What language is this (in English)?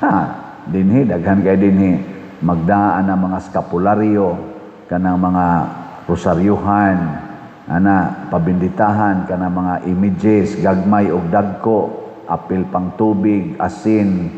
Cebuano